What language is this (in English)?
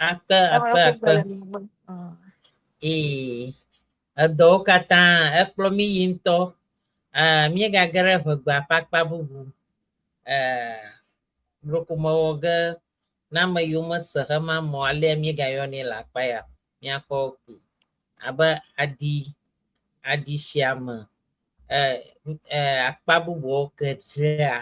Ewe